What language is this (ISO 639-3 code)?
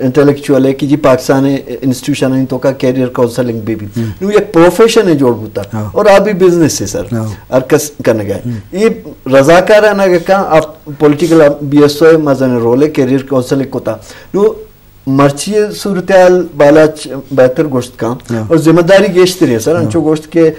bgp